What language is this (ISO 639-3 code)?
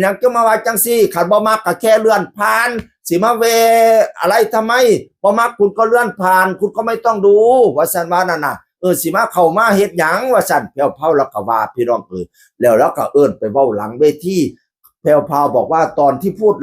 tts